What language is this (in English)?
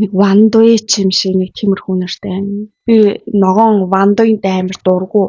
Mongolian